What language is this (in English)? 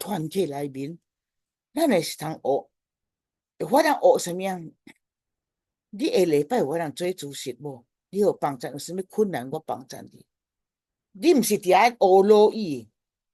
Min Nan Chinese